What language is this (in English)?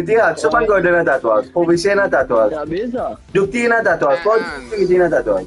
Morisyen